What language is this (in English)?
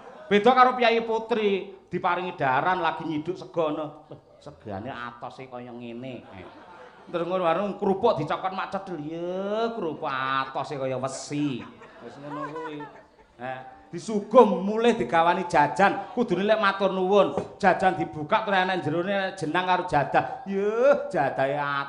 Javanese